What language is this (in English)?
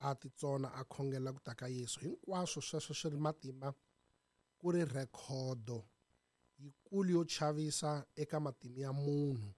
Tsonga